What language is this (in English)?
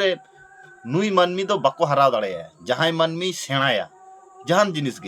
Santali